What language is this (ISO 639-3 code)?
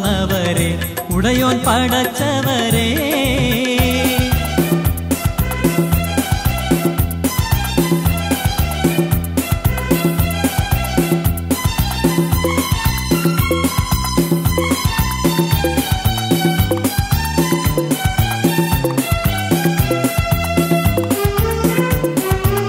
mal